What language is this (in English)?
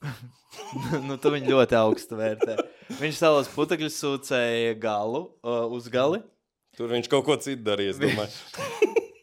Latvian